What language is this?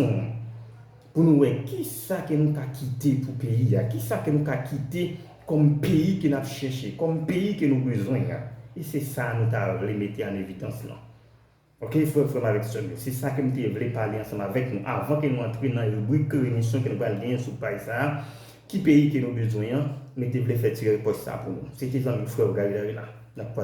Haitian Creole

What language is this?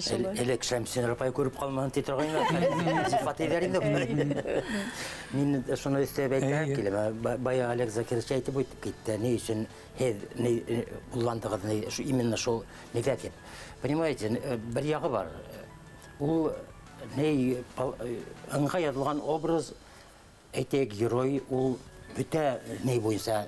Bashkir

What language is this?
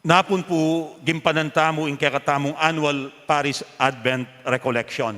Pampanga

